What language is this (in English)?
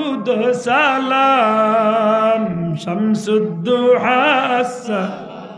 Sylheti